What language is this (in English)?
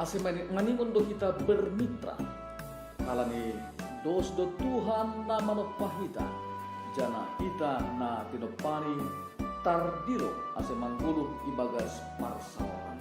Batak Simalungun